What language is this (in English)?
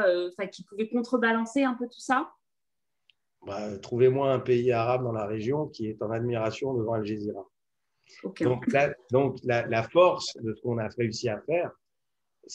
French